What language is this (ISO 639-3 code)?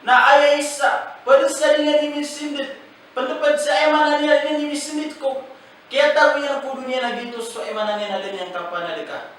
mrw